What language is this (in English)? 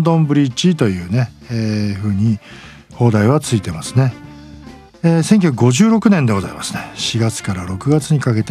Japanese